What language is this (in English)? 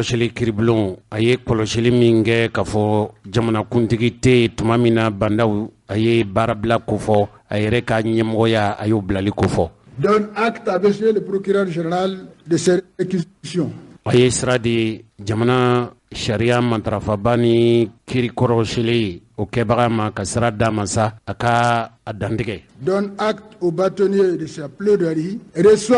Bambara